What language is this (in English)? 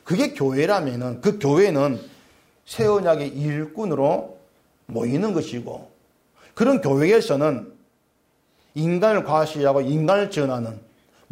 Korean